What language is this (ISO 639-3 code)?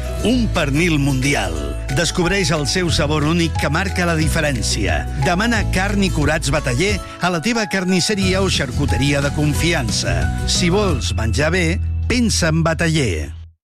cat